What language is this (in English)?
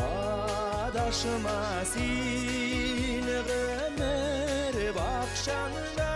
Bashkir